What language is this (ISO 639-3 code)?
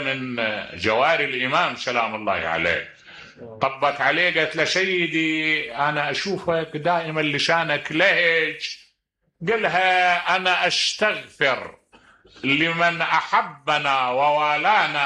acm